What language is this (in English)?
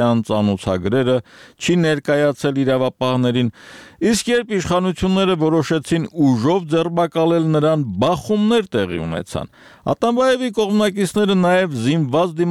Armenian